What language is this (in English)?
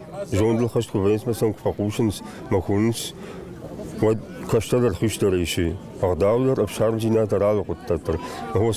Ossetic